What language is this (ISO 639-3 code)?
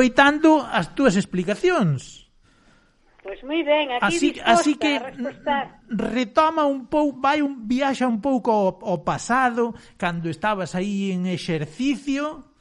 glg